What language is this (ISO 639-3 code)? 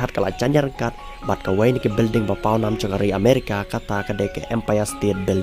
kha